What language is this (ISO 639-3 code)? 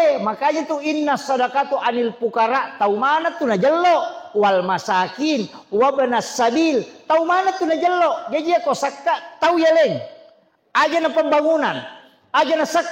bug